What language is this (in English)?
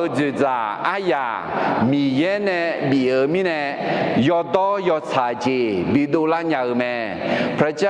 Akha